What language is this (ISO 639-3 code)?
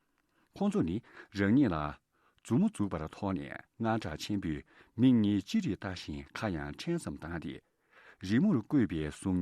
bod